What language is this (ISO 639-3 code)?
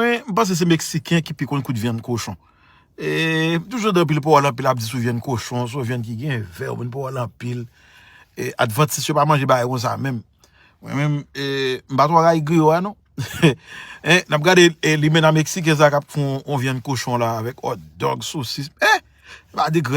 hat